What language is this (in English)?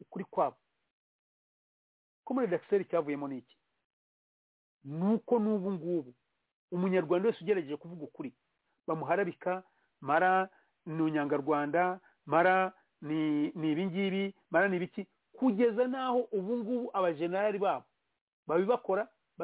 Kinyarwanda